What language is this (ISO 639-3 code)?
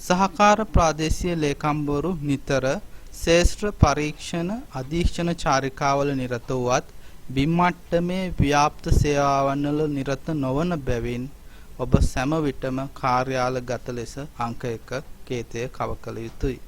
sin